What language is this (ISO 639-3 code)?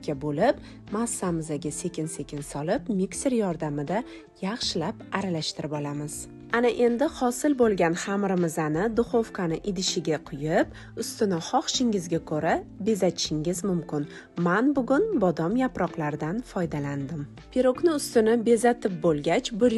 uzb